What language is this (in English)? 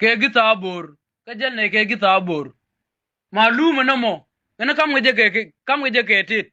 Nuer